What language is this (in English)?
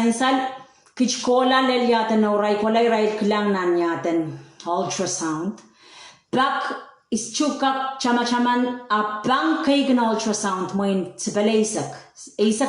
Pohnpeian